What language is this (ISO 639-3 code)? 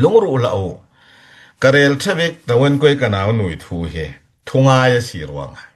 cfm